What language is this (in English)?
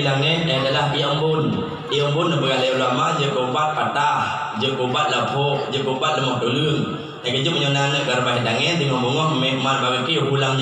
Achinese